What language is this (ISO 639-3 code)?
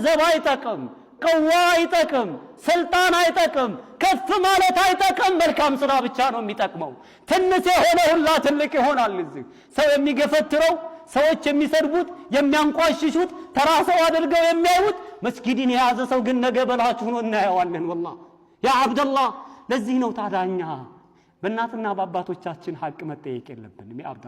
amh